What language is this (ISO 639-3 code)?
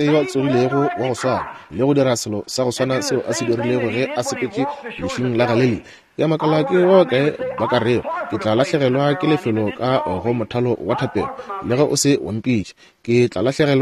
nso